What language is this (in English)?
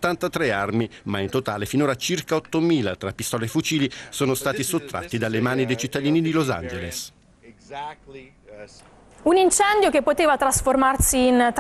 Italian